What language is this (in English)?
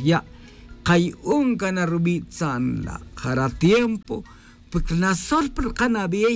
Tz'utujil